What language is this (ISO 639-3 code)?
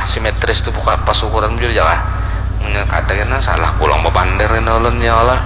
bjn